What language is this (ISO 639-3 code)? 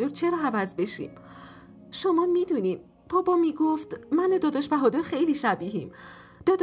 fas